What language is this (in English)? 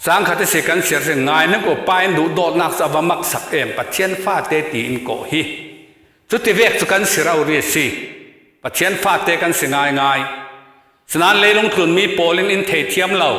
Falam Chin